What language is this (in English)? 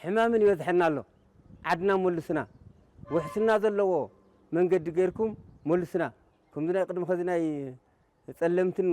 Tigrinya